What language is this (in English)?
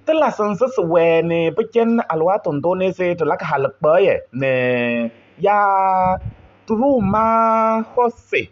Kabiyè